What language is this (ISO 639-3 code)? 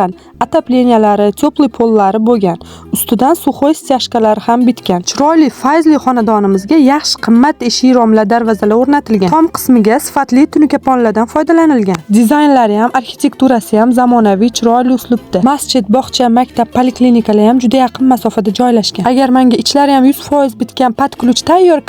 uzb